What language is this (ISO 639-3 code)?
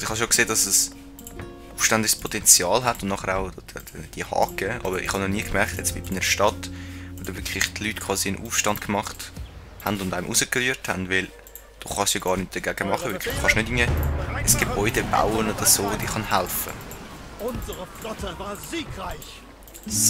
gsw